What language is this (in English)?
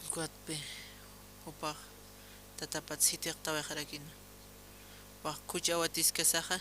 Aymara